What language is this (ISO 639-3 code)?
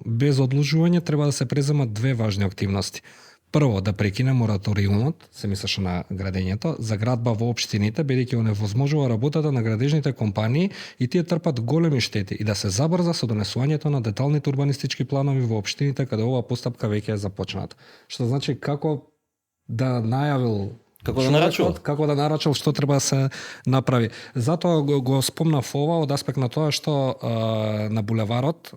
mkd